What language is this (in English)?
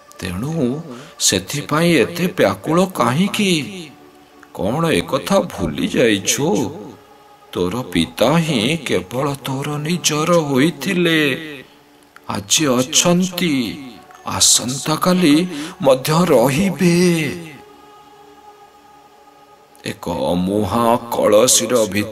Odia